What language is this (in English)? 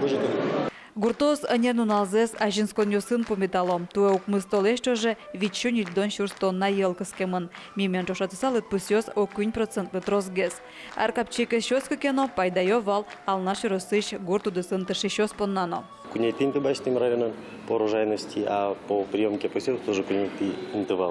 Udmurt